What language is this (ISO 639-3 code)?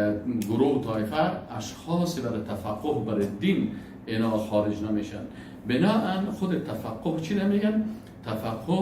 fas